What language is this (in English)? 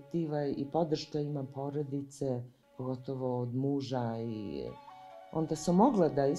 Serbian